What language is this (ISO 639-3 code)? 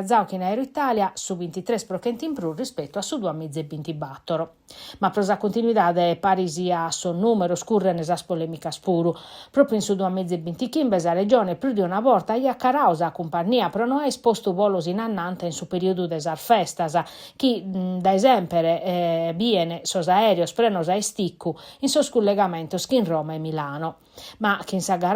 srd